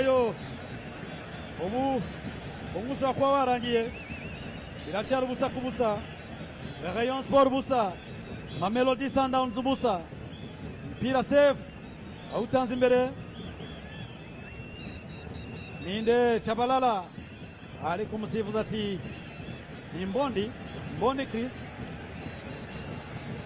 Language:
Kinyarwanda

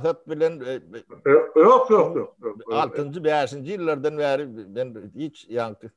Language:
Turkmen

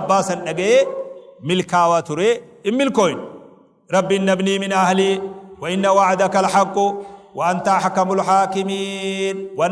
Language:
Oromo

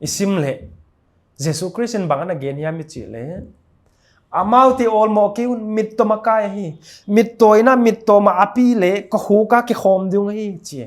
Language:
Paite Chin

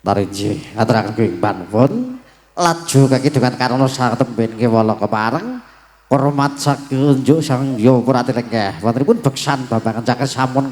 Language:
Javanese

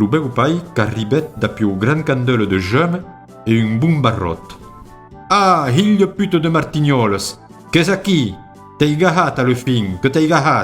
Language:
Occitan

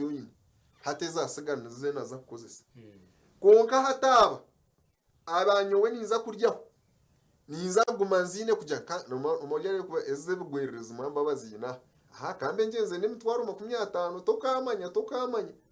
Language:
Nyankole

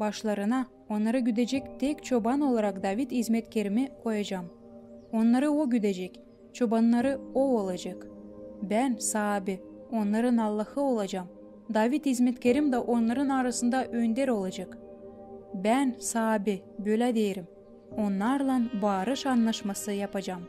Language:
Gagauz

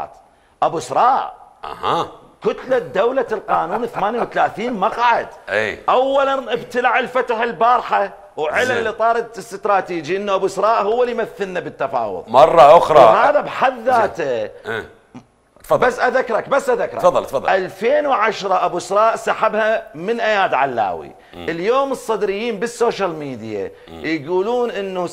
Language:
Mesopotamian Arabic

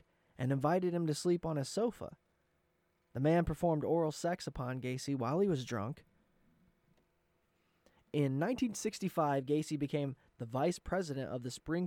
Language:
English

